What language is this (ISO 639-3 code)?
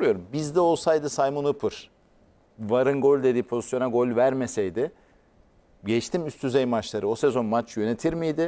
tur